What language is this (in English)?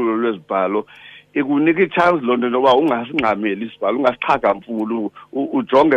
Xhosa